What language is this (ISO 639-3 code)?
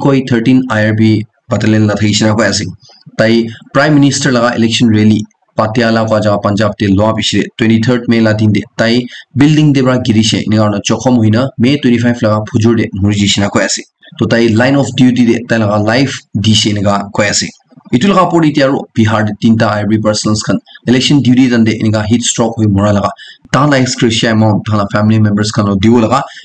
nag